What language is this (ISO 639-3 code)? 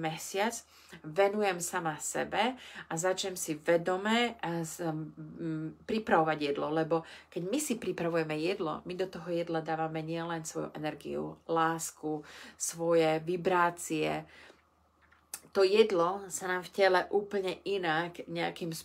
slk